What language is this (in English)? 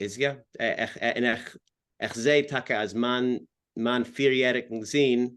Yiddish